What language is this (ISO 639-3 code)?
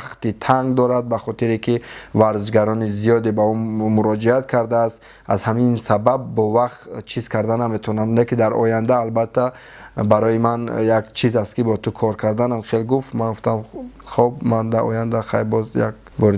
tgk